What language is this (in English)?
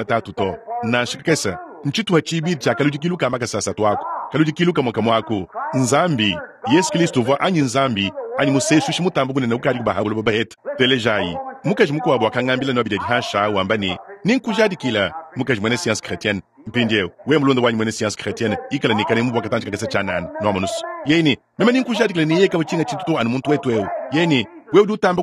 Luba-Lulua